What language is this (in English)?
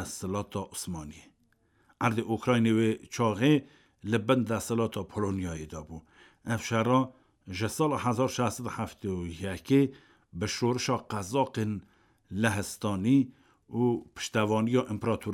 Kurdish